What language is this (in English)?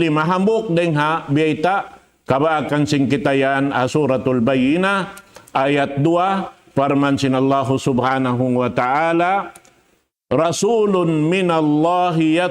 Tausug